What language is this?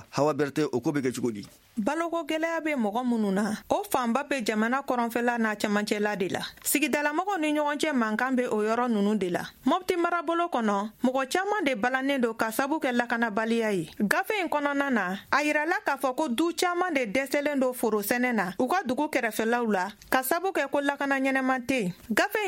Bambara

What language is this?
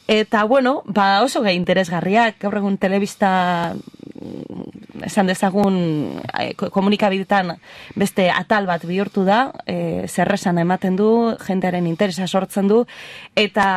Basque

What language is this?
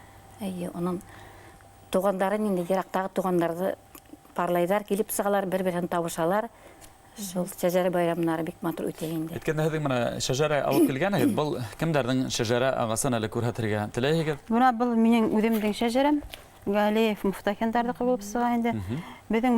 Bashkir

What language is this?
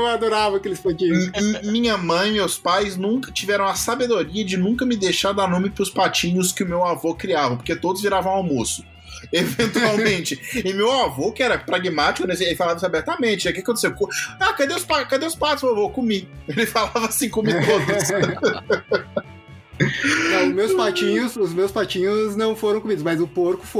Portuguese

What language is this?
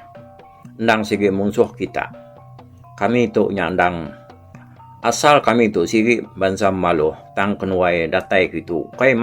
Iban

